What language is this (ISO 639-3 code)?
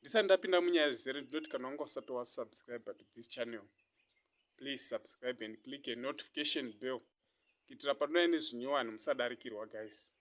sna